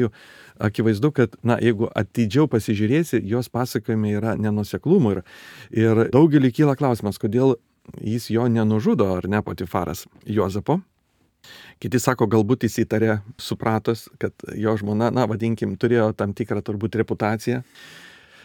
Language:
Lithuanian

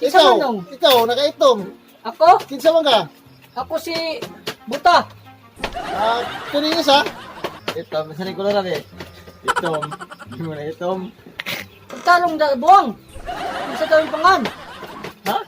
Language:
Cebuano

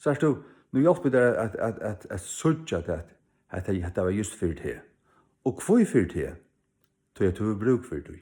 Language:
Faroese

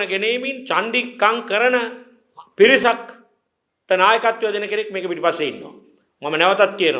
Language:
Sinhala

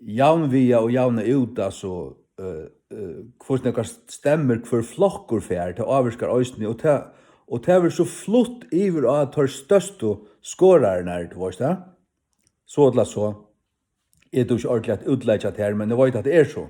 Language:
Faroese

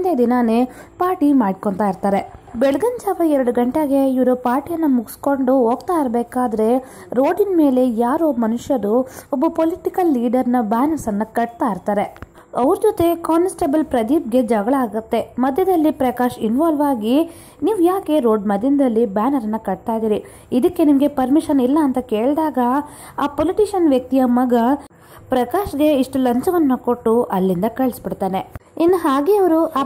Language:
Kannada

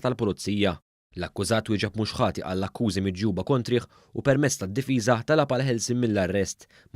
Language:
Maltese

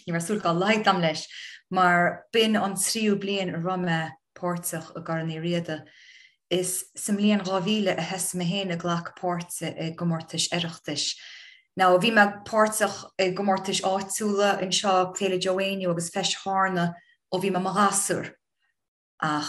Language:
Irish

